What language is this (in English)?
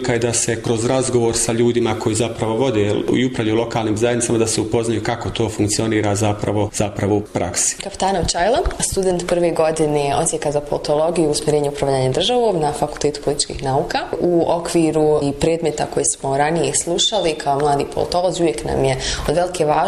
Bosnian